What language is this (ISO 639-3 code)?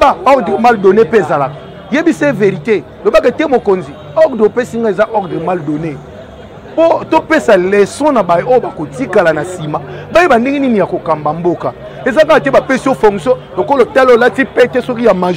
lin